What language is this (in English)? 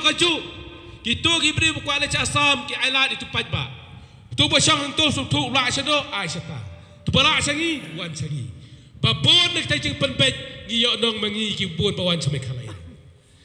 Khasi